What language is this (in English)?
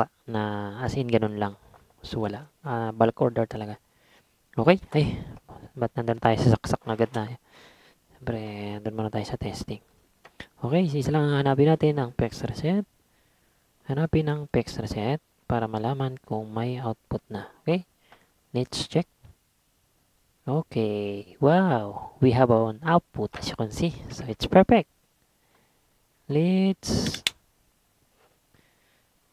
Filipino